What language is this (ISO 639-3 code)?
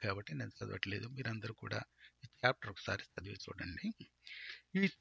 tel